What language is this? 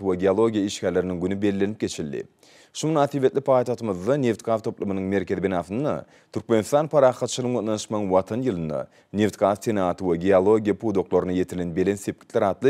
Turkmen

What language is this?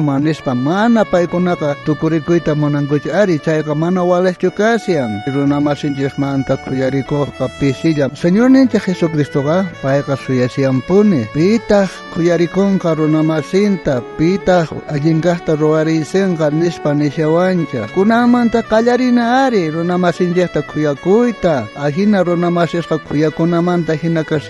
South Bolivian Quechua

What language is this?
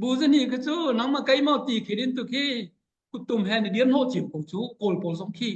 Hakha Chin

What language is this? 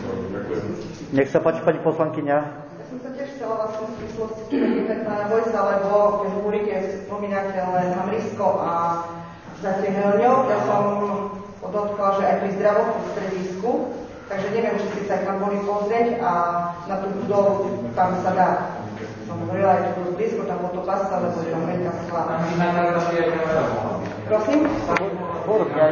Slovak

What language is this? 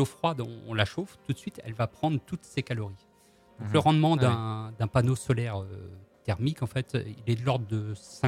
French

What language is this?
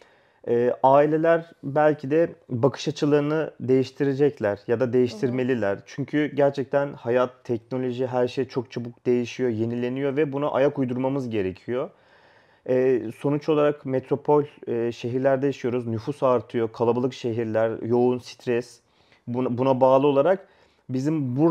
Turkish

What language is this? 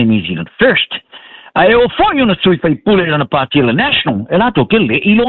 Samoan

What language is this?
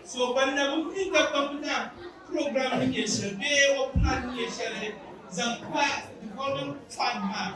Dagbani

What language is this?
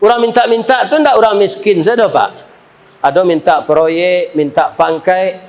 Minangkabau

